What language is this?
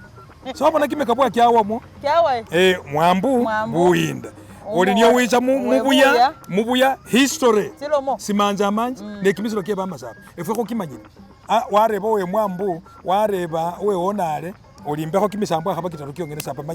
Masaaba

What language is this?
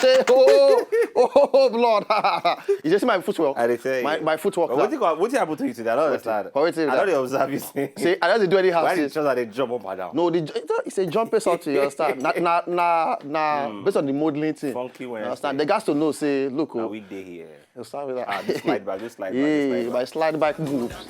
Nigerian Pidgin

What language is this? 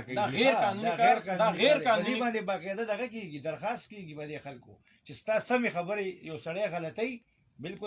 Pashto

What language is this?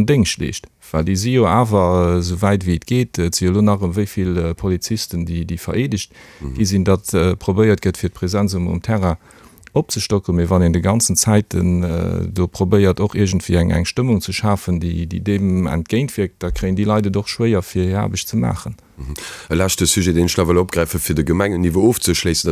Luxembourgish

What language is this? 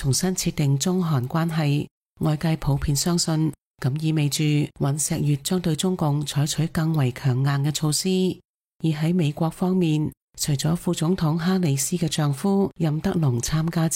Cantonese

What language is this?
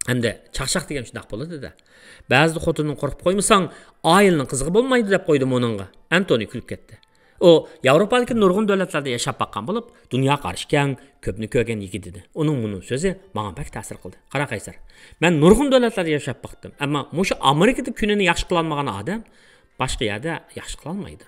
Uyghur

